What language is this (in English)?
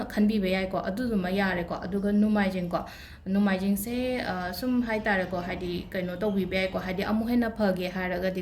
Manipuri